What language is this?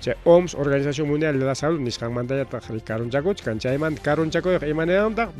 Ayacucho Quechua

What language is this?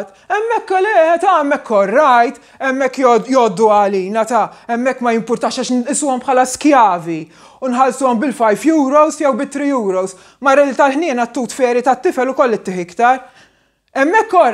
Maltese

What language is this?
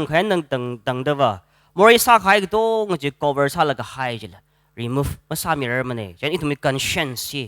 Tangkhul Naga (India)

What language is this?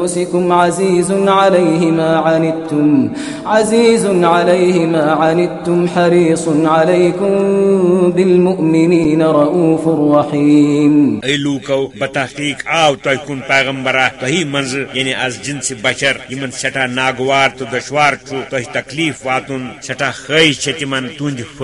Kashmiri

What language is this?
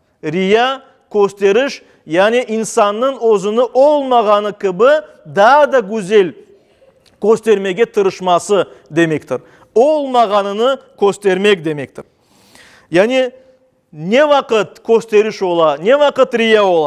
Crimean Tatar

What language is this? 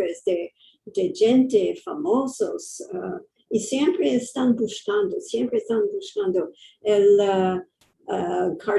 Ladino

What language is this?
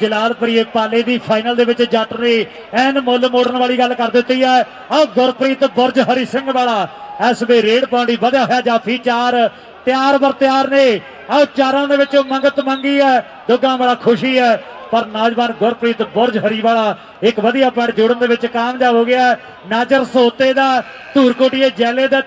Punjabi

